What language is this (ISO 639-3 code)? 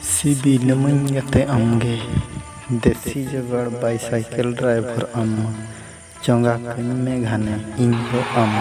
sat